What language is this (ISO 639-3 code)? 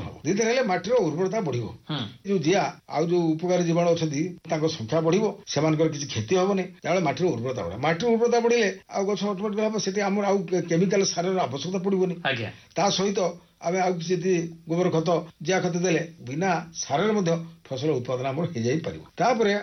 ori